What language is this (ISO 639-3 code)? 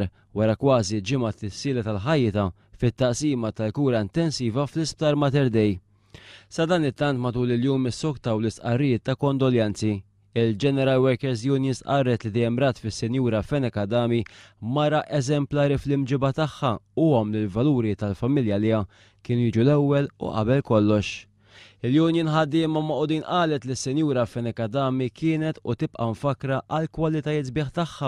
mlt